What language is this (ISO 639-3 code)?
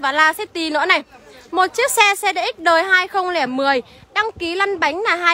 vie